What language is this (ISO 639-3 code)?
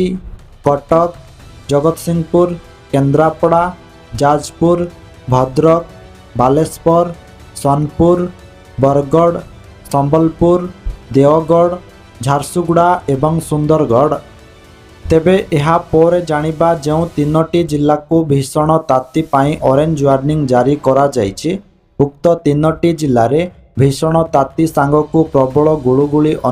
ori